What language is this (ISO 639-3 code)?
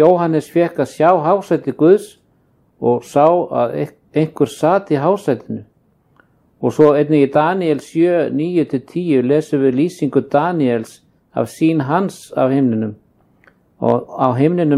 isl